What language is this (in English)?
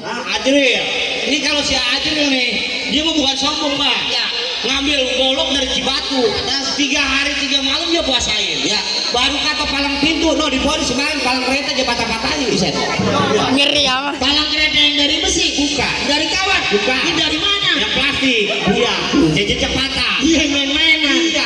Betawi